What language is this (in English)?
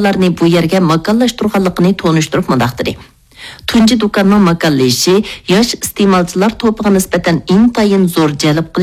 Uyghur